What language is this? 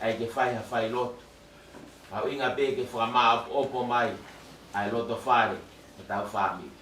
Tongan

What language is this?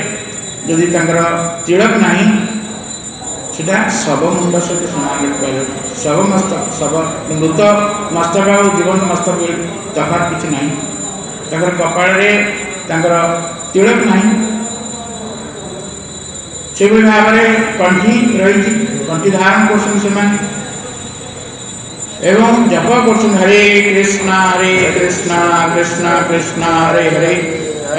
Odia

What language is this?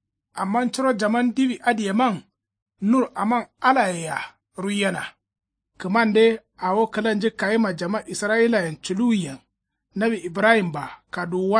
Kanuri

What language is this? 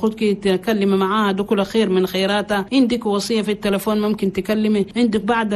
Chadian Arabic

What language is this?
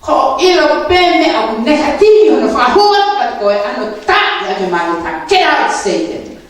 Tongan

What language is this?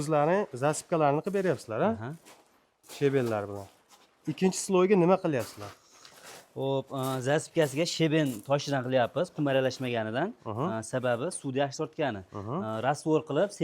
Uzbek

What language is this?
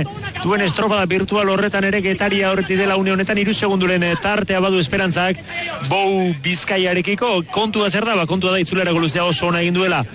Basque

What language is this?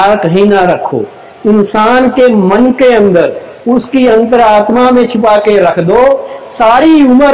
Hindi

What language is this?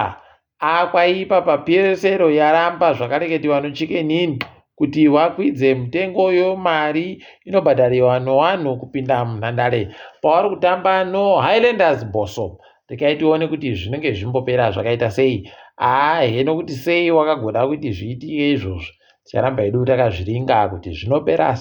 Ndau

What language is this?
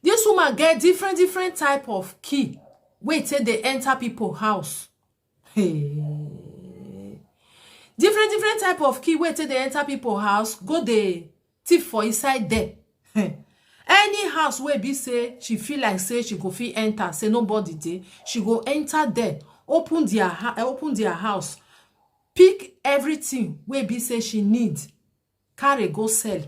Nigerian Pidgin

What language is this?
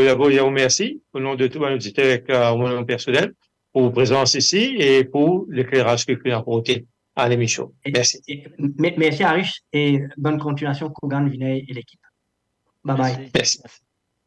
Morisyen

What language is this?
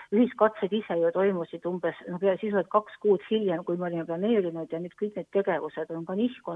Estonian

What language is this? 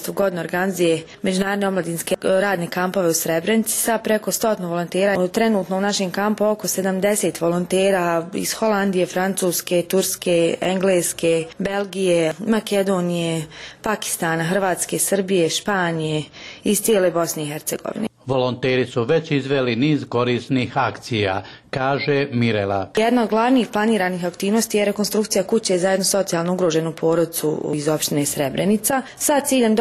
Bosnian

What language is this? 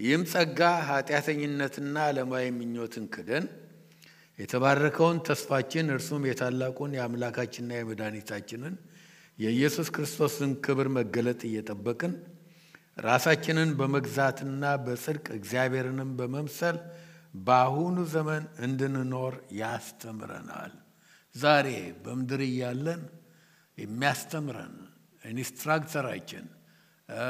Amharic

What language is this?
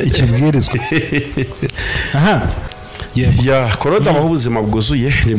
Kinyarwanda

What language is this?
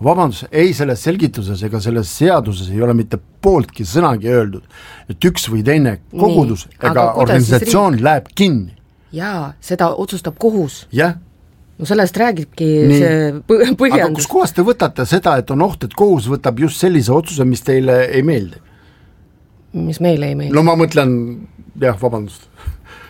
Estonian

